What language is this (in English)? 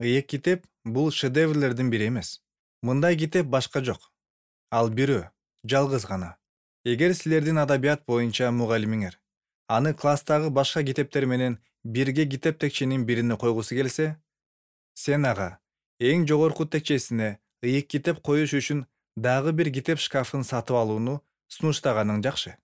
Kyrgyz